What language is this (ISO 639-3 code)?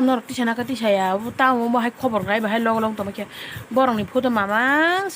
trp